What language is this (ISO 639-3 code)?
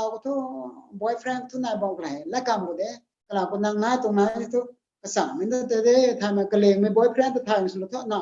nbu